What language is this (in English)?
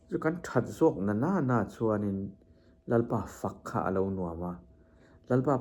Mizo